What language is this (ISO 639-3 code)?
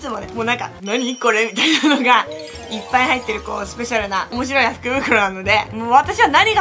jpn